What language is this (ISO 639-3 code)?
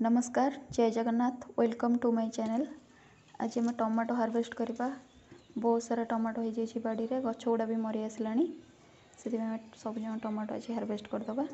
ori